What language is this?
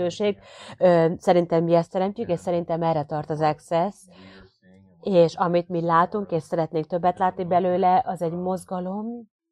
Hungarian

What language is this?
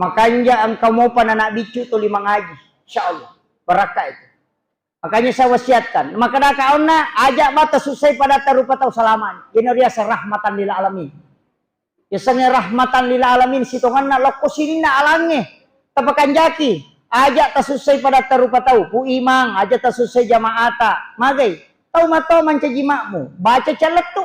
Buginese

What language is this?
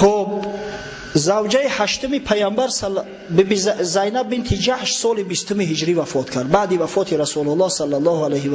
Tajik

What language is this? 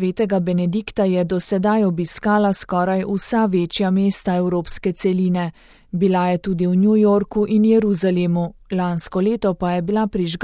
Slovenian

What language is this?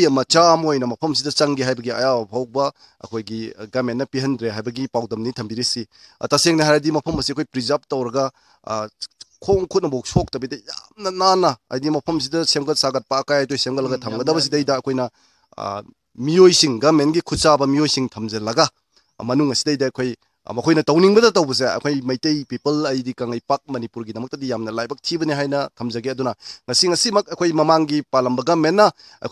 Manipuri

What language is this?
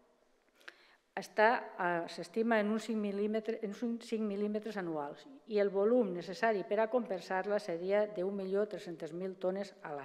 Catalan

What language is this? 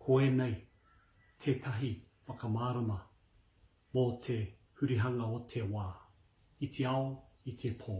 Māori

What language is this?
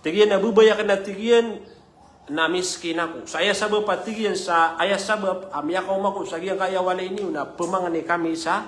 Maranao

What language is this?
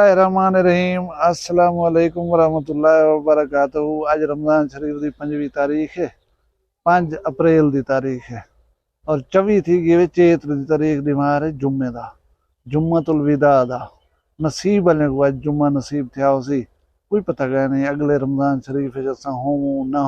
Saraiki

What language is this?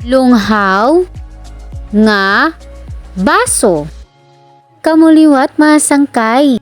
Waray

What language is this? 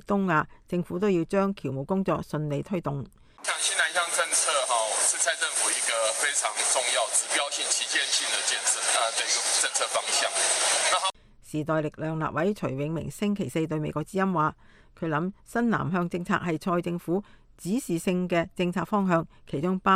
Cantonese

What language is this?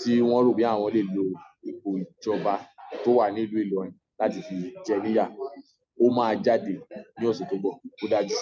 Yoruba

